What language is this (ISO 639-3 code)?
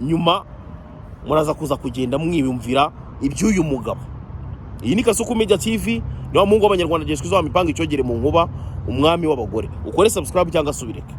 kin